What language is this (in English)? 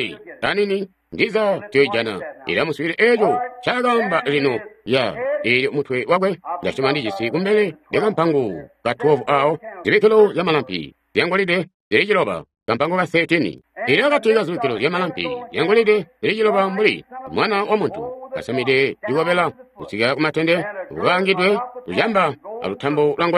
Tonga (Zambia)